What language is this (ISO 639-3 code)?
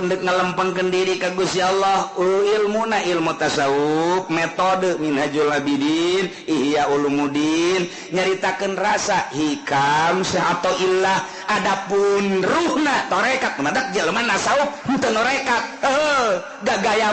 sun